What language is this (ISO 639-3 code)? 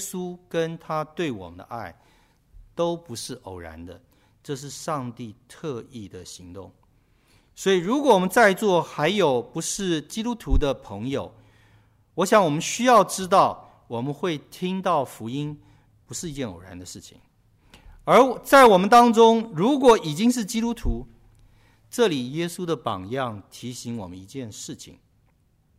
zho